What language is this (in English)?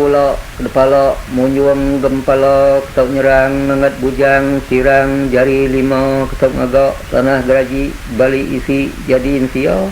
Iban